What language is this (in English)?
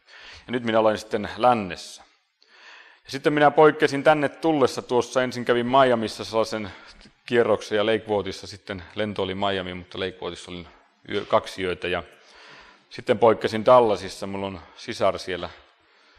Finnish